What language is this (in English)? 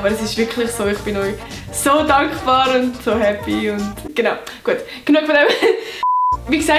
Swiss German